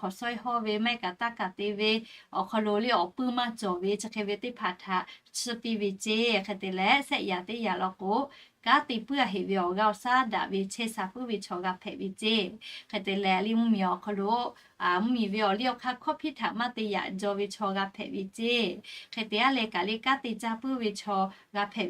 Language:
Lahu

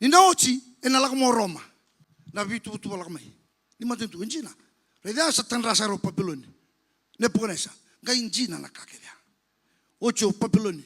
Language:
Fijian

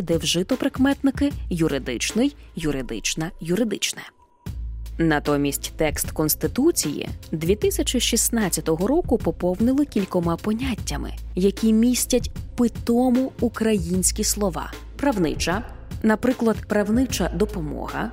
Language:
Ukrainian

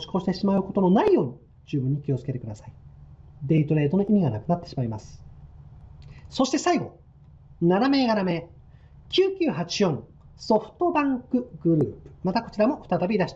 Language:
Japanese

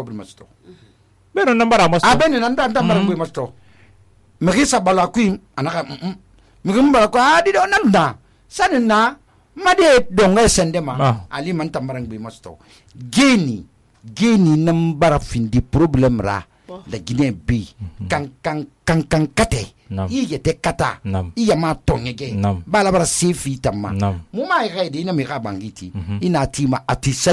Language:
Susu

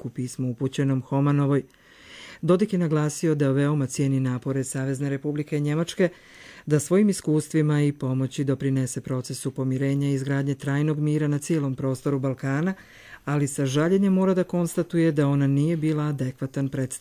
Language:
Croatian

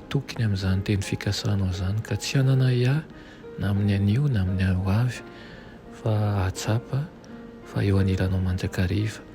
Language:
Malagasy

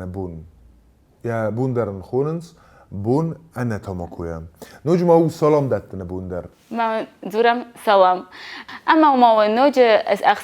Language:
Ossetic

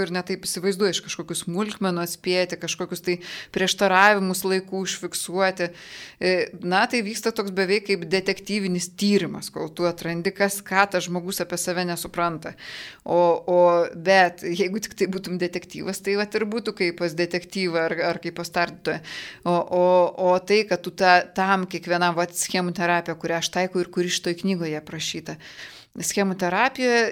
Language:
Lithuanian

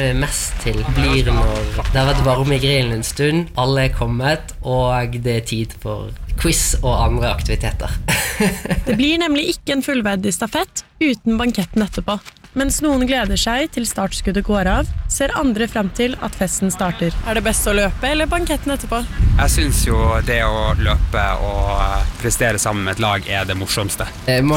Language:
Norwegian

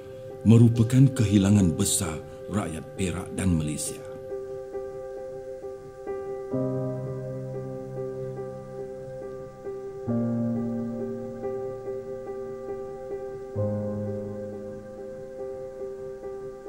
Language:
Malay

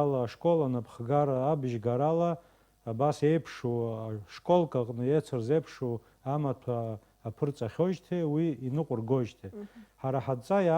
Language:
Abkhazian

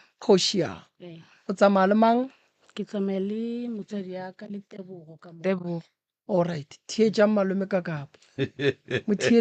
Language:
Northern Sotho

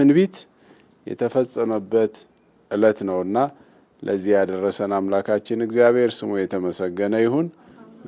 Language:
Amharic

